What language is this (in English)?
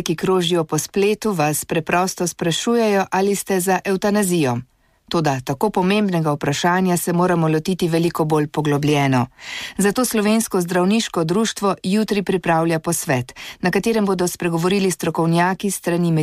Slovenian